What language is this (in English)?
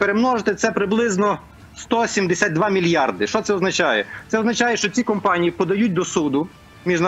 Ukrainian